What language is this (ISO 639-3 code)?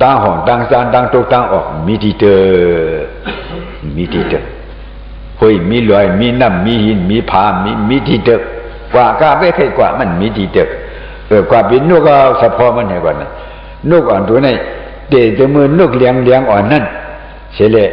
shn